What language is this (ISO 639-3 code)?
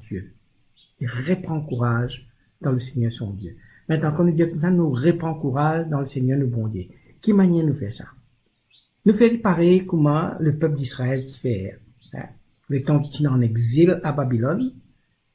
mfe